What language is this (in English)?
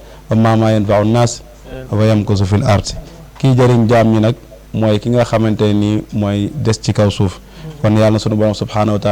Wolof